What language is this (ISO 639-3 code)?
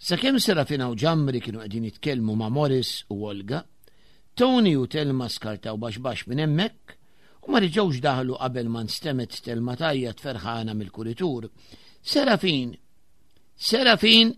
mlt